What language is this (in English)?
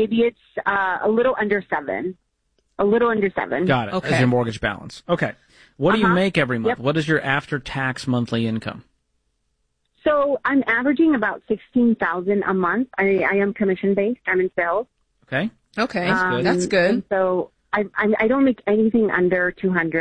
English